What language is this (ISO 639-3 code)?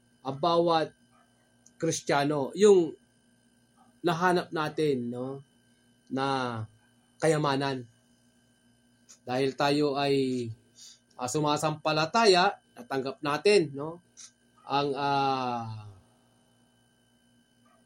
fil